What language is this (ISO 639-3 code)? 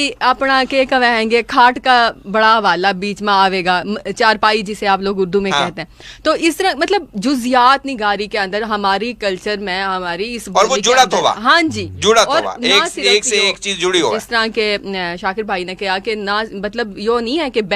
bgc